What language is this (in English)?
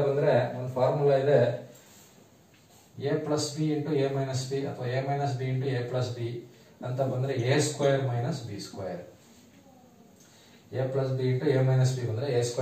Kannada